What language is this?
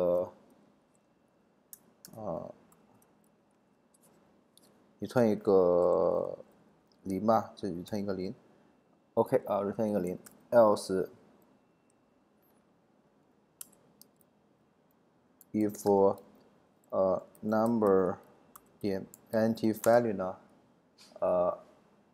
Chinese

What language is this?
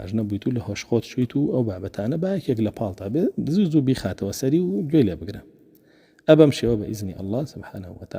Central Kurdish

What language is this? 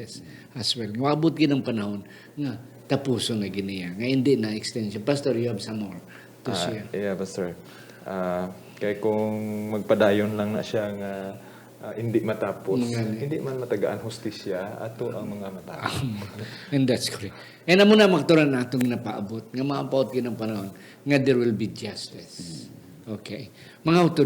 Hiligaynon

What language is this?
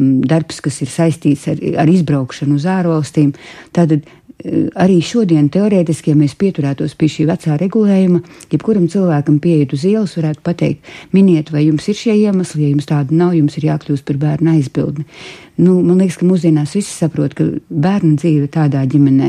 Latvian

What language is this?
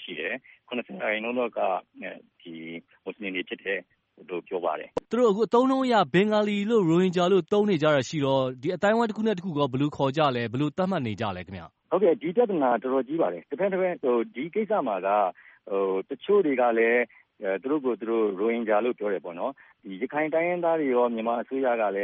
Burmese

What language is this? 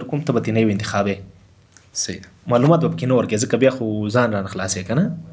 Pashto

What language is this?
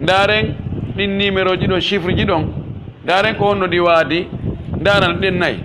Pular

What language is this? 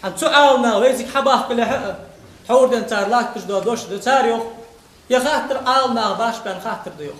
Ingush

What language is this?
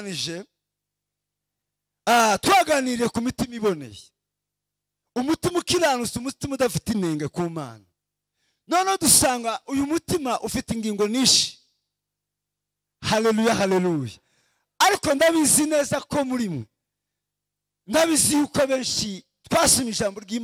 Kinyarwanda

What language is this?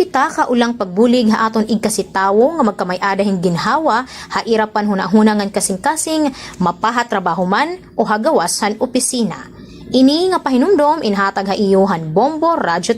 Waray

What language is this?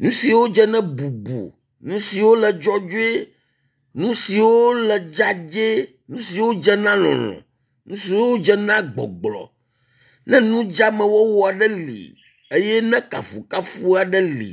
Ewe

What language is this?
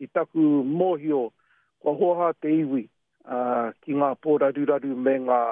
Māori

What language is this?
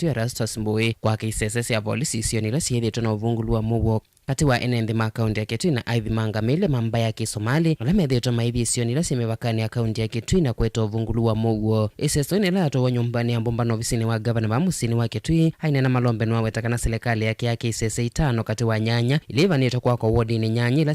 Kamba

